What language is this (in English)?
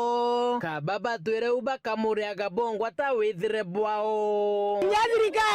Meru